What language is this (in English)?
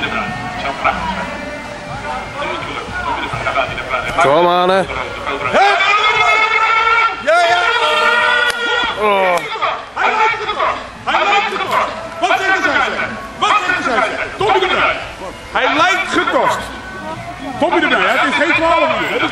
Dutch